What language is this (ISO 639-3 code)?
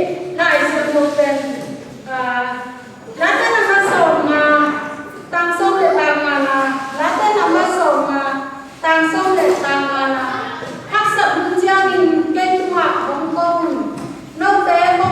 ctd